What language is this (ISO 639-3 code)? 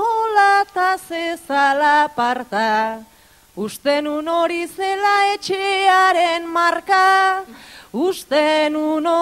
eus